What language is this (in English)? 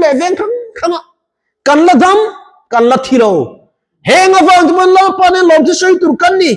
Mizo